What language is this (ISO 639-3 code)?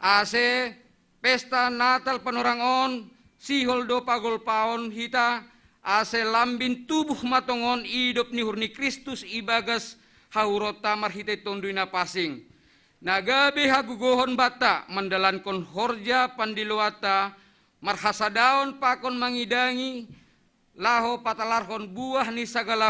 bts